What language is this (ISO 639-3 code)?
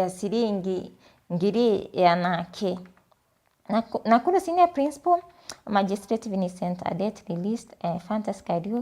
mer